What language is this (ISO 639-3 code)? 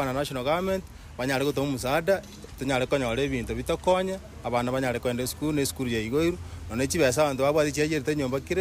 guz